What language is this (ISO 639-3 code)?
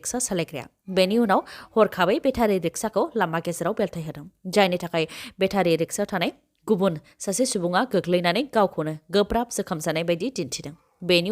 brx